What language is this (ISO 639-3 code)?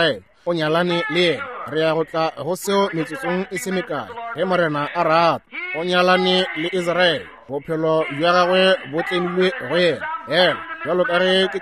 nso